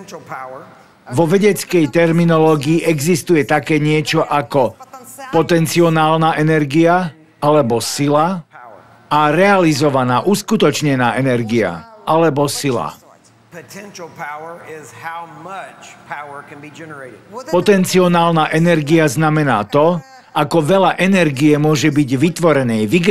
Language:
Slovak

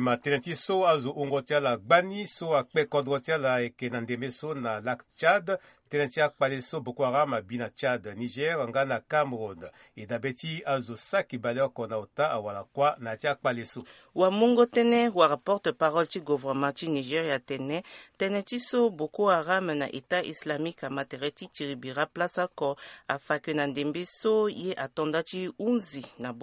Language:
Sango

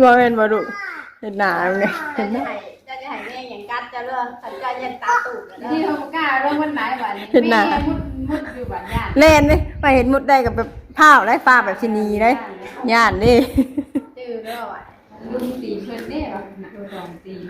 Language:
Northeastern Thai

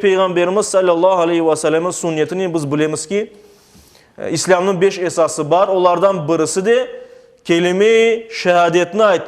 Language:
Crimean Tatar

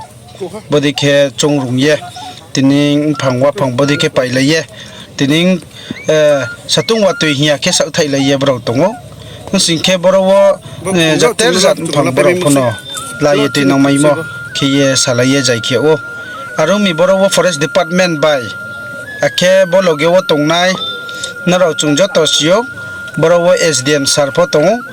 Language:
Riang (India)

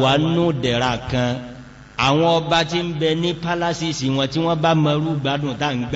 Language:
Yoruba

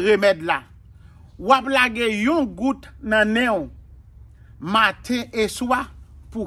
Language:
Haitian Creole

